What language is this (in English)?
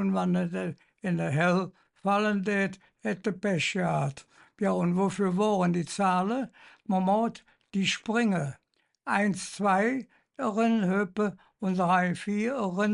Colognian